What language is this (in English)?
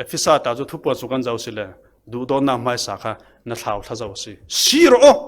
Falam Chin